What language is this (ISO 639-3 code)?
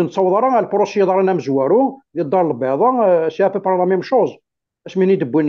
kab